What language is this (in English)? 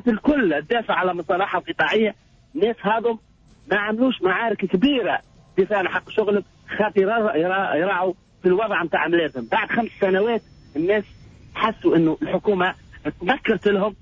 Tunisian Arabic